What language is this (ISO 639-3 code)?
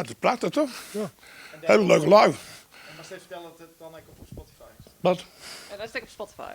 fry